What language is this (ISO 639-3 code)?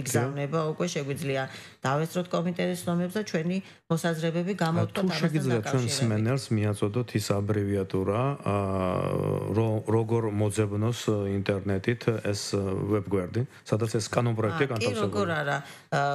kat